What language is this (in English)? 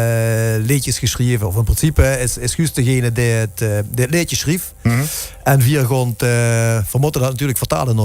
Limburgish